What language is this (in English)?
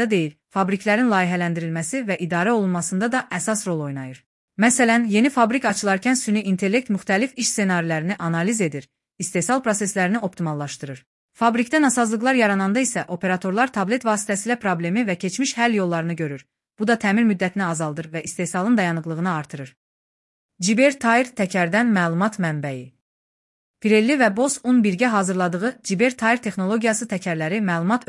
Azerbaijani